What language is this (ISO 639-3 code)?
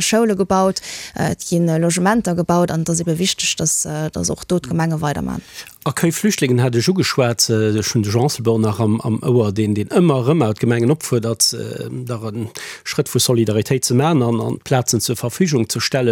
ltz